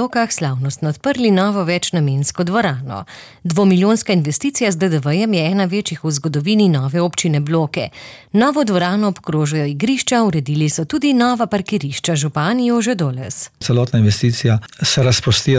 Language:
Slovenian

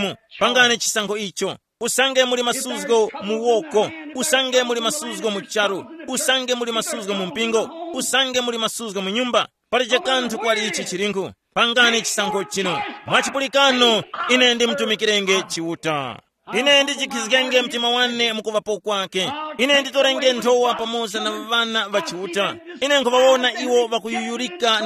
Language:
Tumbuka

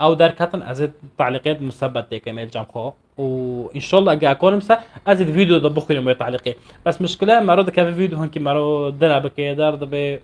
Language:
North Levantine Arabic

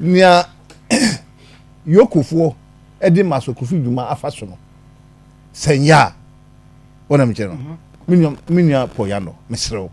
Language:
Akan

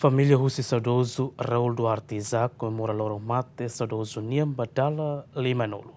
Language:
Tetum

